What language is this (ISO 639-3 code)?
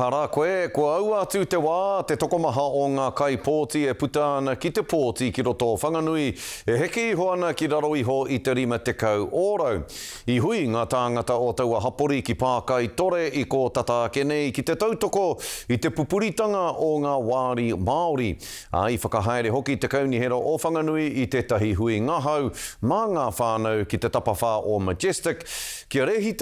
mri